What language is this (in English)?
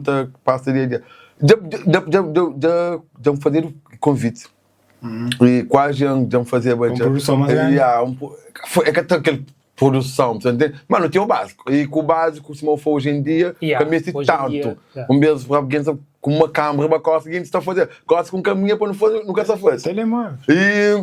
Kabuverdianu